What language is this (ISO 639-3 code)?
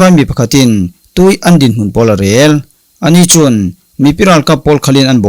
cfm